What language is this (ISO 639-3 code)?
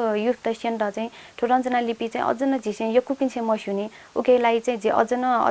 new